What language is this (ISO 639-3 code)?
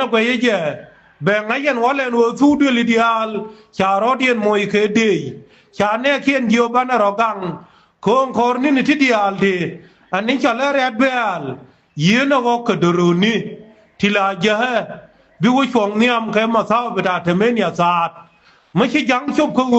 nus